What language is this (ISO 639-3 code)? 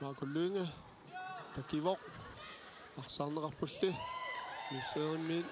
kal